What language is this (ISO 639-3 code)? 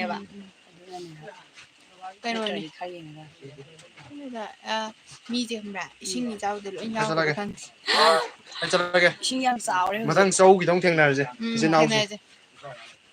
mni